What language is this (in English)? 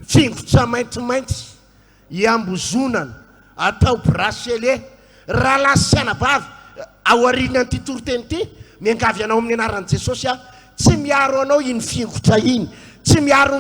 Malagasy